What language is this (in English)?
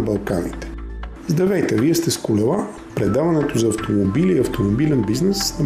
Bulgarian